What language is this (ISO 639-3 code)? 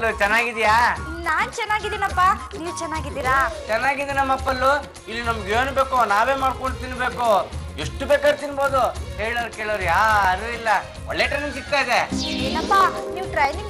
kan